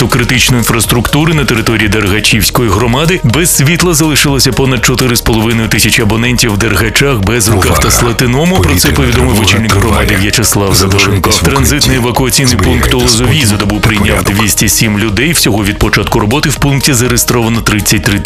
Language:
Ukrainian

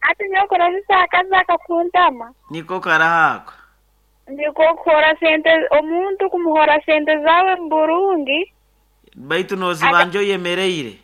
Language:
Nyankole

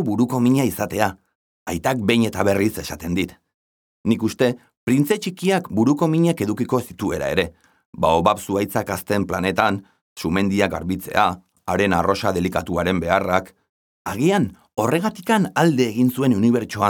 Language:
Basque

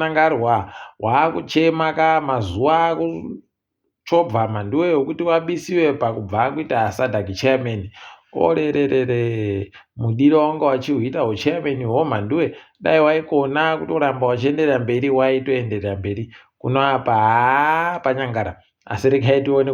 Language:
Ndau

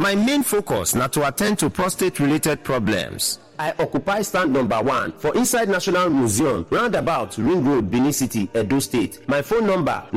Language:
Nigerian Pidgin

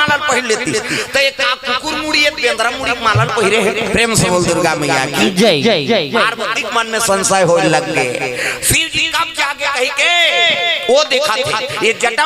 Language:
Chhattisgarhi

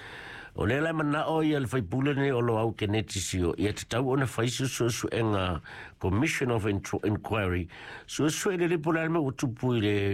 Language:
Samoan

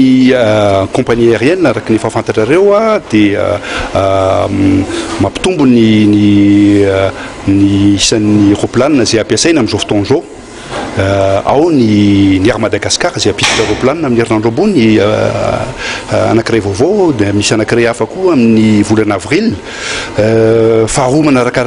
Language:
Malagasy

